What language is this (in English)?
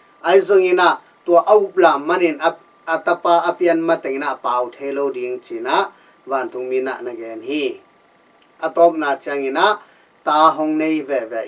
Tedim Chin